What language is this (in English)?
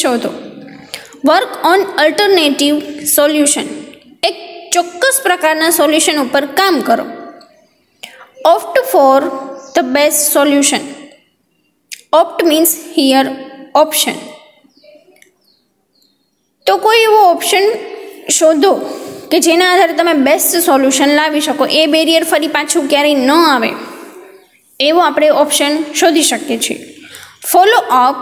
Gujarati